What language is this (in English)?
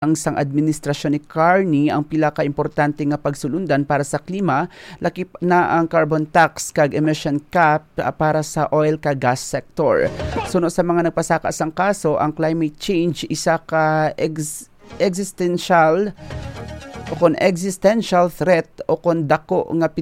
Hiligaynon